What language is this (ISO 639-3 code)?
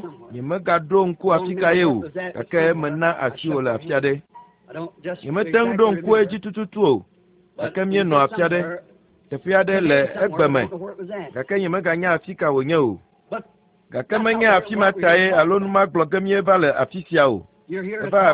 ewe